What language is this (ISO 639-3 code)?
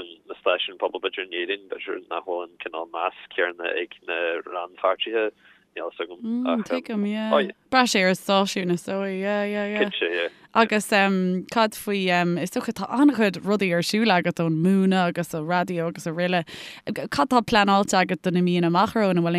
gle